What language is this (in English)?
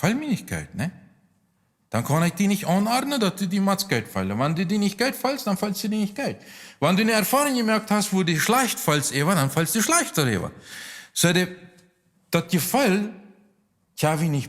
Plautdietsch